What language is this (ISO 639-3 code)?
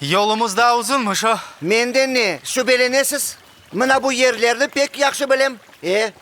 crh